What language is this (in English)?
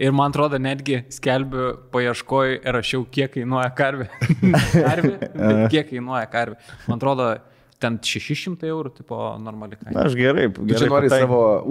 Lithuanian